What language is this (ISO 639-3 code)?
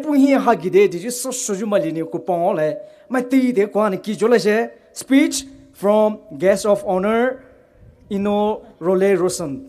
pmx